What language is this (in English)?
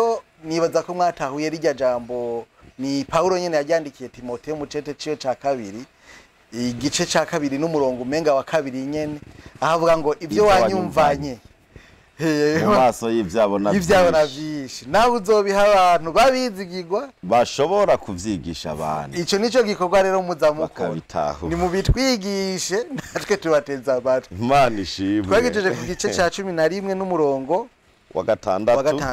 Rundi